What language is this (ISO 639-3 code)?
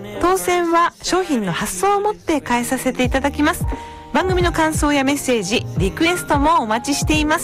jpn